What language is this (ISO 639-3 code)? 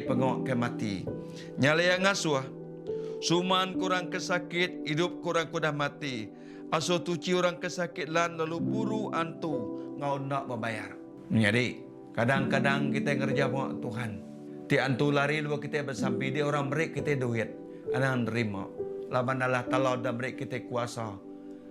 iba